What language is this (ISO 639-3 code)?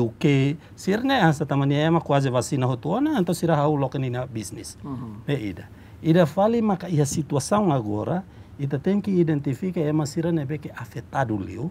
tet